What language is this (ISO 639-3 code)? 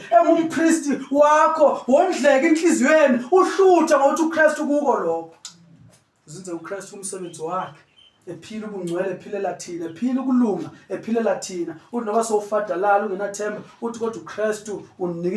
zul